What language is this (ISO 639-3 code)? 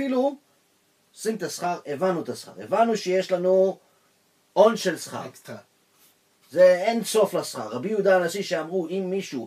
heb